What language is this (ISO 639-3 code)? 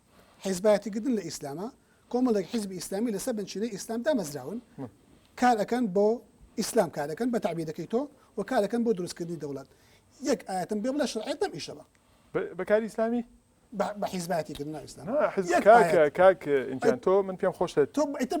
ckb